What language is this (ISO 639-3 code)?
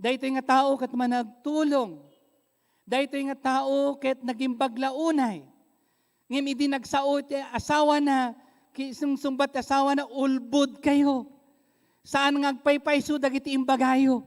ilo